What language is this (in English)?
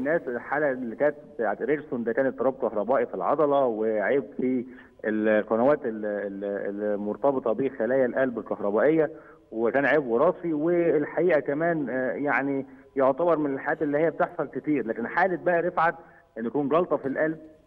Egyptian Arabic